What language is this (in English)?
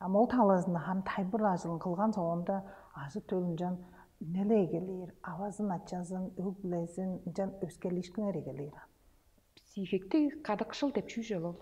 Tuvinian